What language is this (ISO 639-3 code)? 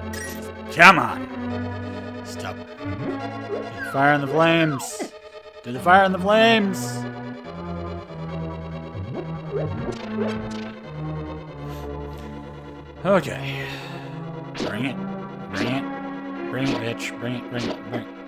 eng